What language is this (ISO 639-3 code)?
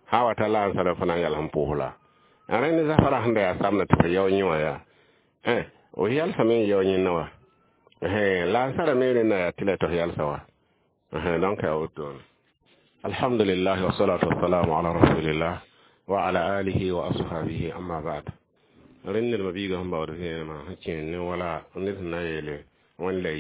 mos